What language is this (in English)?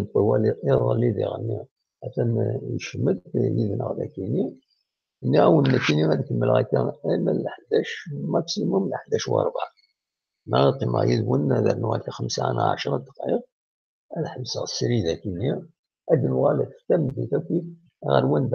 Kabyle